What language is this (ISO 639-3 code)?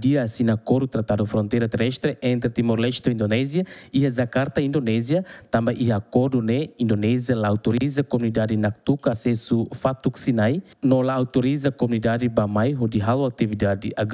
tet